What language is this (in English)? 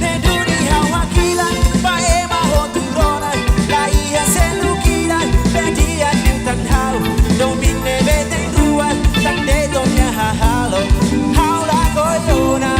Tetum